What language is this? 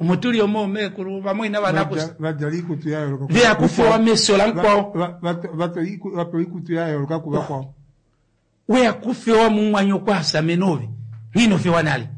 Kuanyama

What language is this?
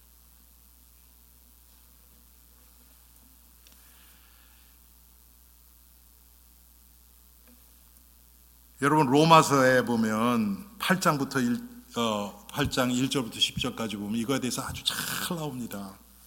Korean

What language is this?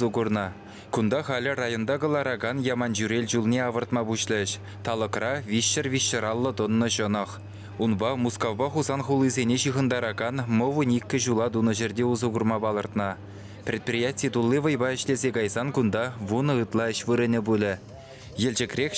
Chuvash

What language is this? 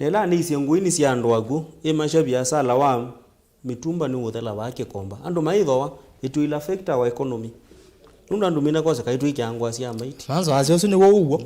Kamba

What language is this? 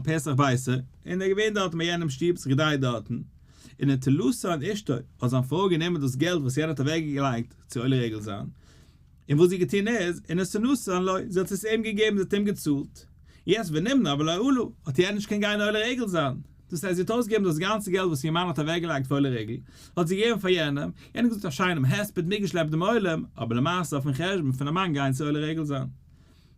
Yiddish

